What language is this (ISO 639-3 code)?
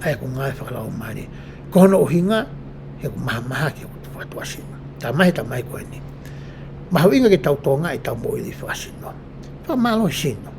ton